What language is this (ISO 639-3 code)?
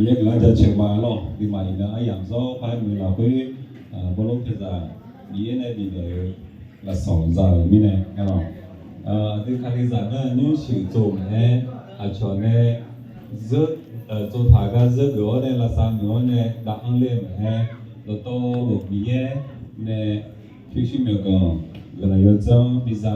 ahk